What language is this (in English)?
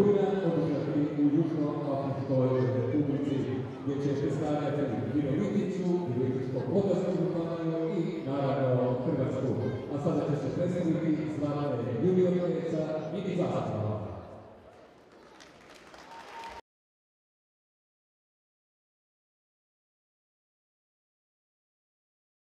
Croatian